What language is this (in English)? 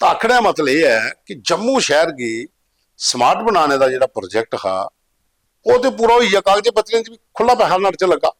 Dogri